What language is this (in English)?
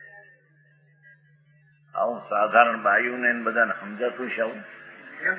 Gujarati